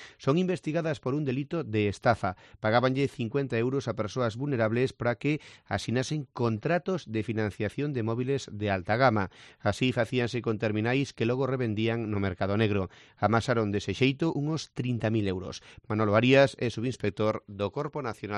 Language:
Galician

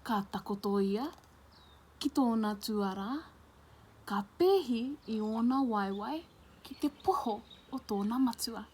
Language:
Māori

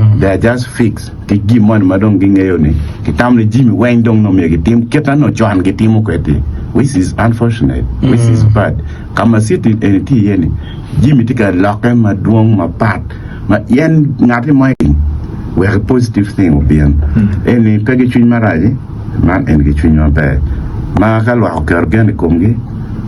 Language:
Acoli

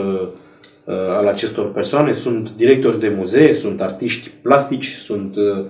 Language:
Romanian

